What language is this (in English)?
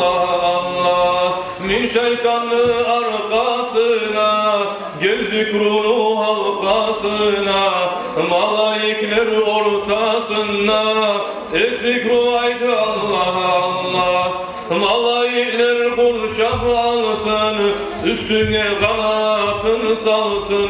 Kumyk